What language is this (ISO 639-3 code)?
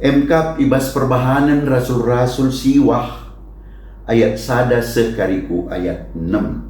btx